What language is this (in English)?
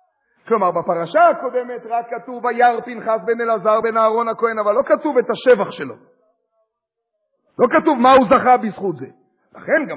Hebrew